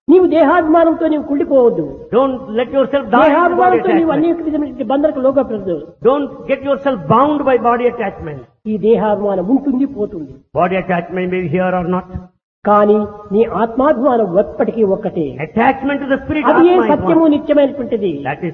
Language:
Telugu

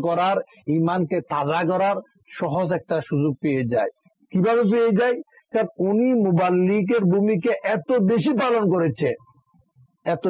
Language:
Bangla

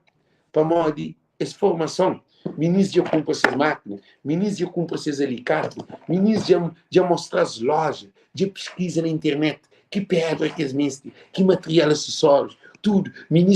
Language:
Kabuverdianu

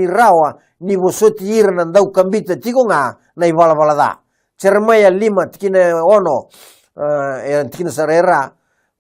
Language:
Fijian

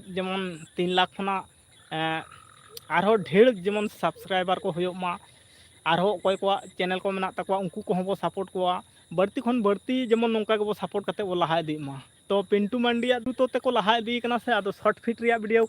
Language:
Santali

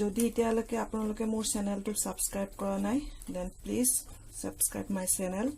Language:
Assamese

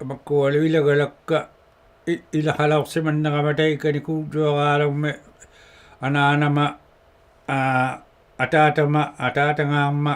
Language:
Inuktitut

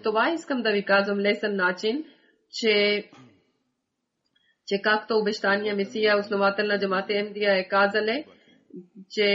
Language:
Bulgarian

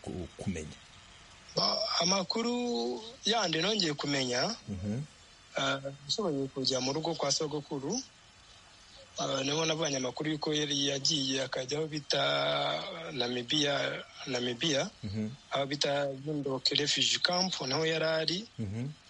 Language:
Kinyarwanda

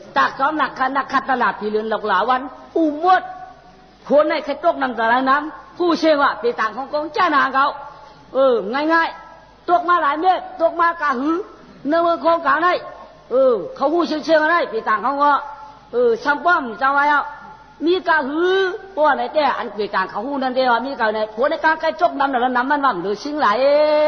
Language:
Shan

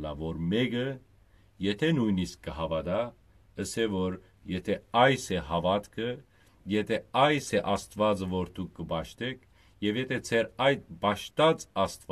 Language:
Western Armenian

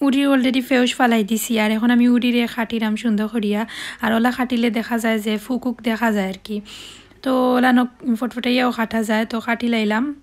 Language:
Sylheti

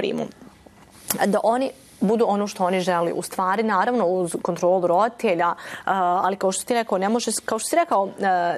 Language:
Bosnian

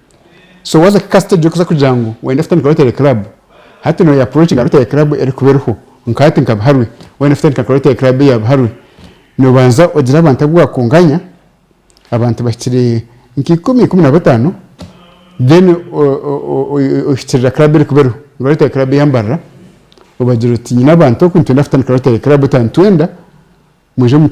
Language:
Nyankole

